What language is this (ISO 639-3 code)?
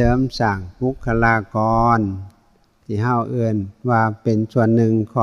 tts